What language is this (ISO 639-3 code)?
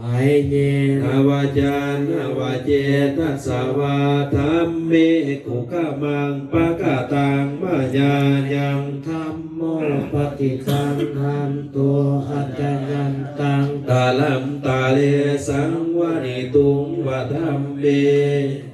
pli